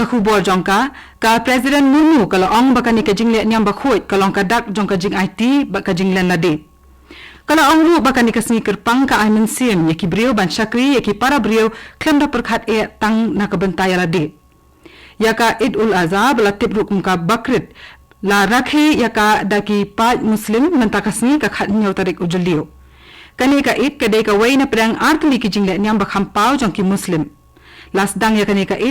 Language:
Khasi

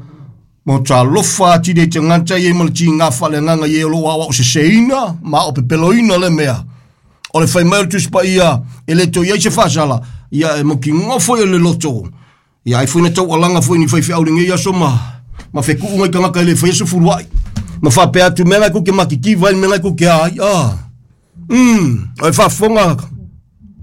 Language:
Samoan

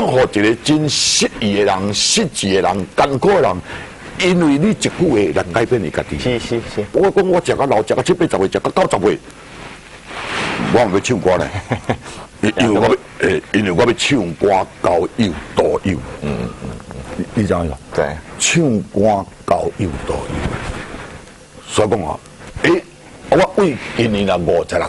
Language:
Min Nan Chinese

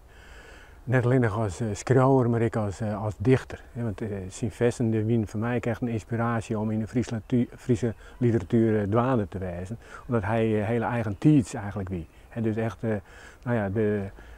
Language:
Western Frisian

